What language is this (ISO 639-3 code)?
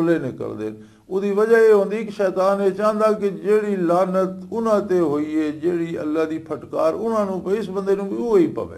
lah